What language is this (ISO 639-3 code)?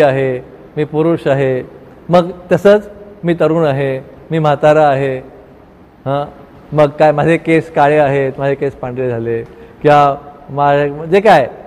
mar